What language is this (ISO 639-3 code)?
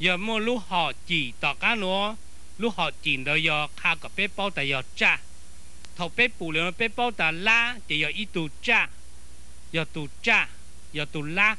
hmn